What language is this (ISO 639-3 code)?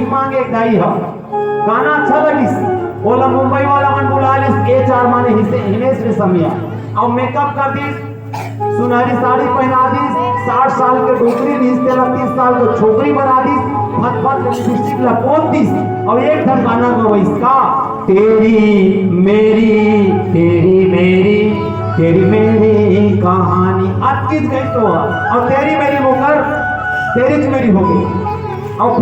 hne